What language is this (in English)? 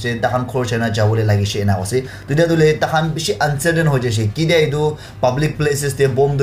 Naga Pidgin